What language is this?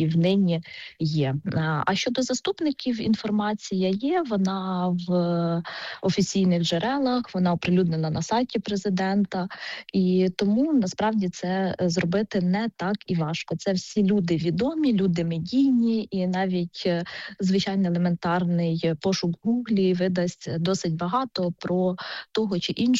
Ukrainian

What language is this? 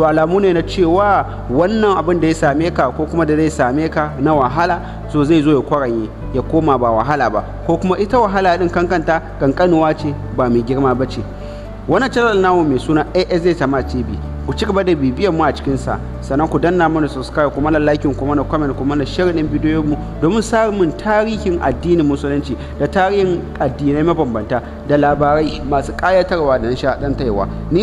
Hausa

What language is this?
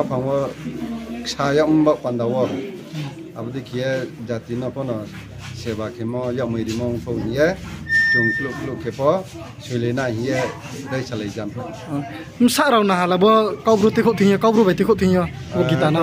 Riang (India)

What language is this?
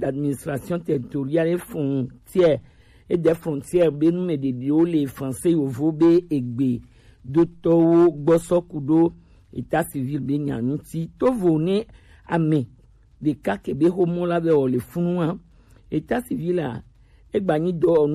Gen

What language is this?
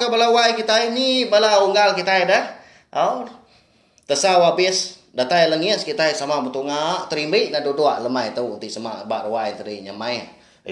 Iban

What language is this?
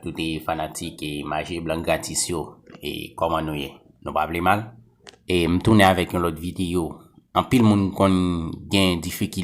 Haitian Creole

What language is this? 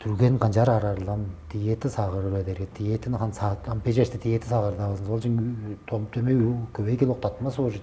Tuvinian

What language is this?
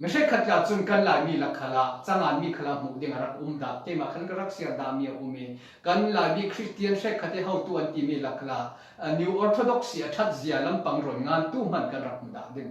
Falam Chin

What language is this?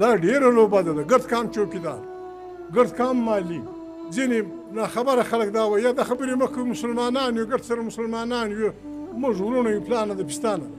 Pashto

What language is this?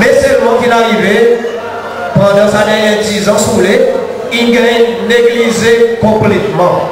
Seselwa Creole French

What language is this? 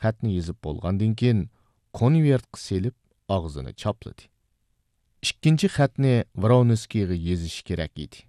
Uyghur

